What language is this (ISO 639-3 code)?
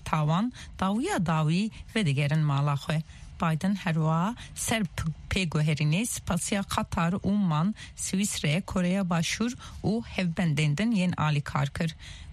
kur